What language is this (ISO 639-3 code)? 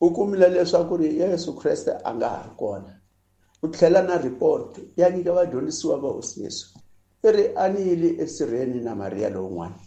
tso